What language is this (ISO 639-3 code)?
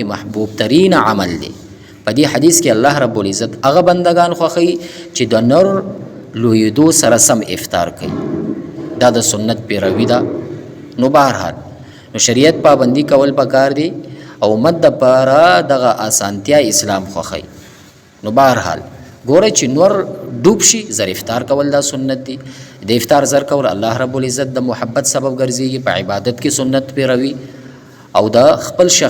pus